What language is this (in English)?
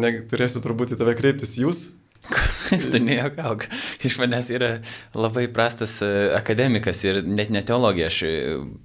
Lithuanian